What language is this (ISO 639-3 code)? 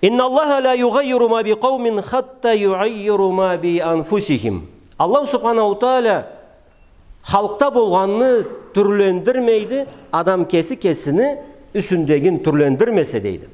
krc